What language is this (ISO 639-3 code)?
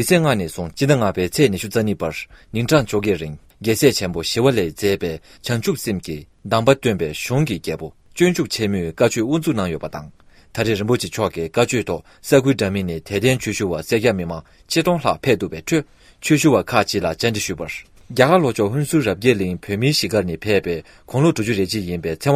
bod